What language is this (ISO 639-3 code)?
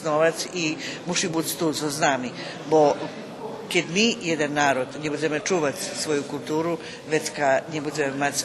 rue